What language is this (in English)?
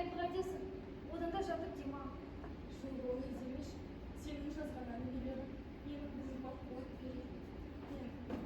Kazakh